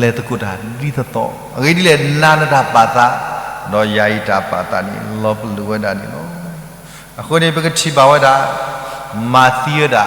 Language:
S'gaw Karen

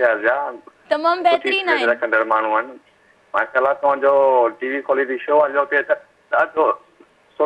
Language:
Sindhi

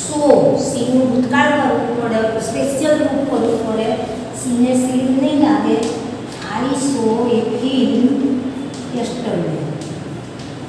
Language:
Gujarati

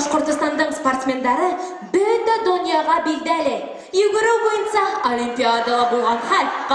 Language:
Bashkir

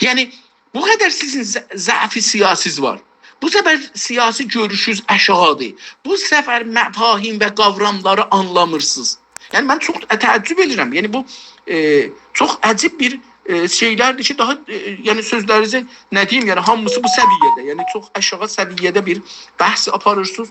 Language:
South Azerbaijani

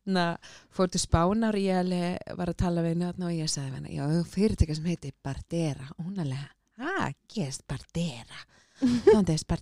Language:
Icelandic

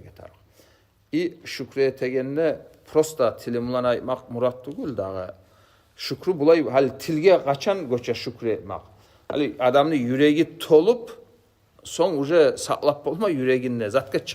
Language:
Kumyk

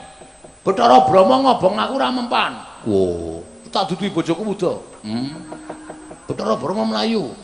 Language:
Javanese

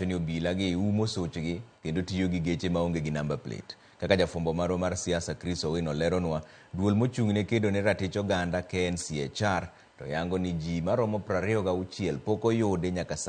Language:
Luo (Kenya and Tanzania)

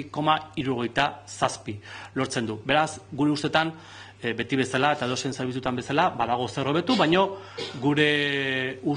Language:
Basque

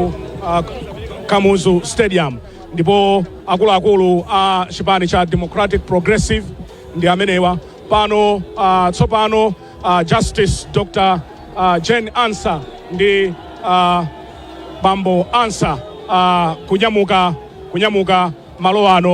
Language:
Nyanja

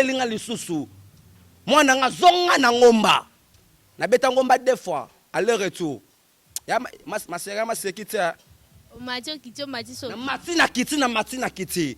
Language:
Lingala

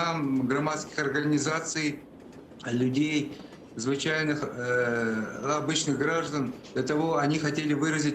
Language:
Crimean Tatar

